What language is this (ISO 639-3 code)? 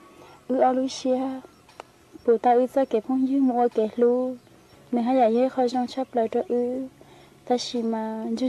hmn